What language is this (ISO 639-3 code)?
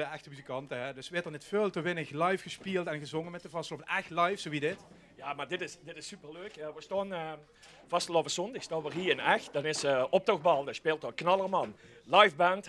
lim